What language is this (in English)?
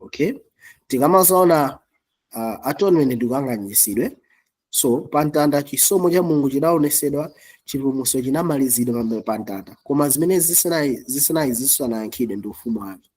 Nyanja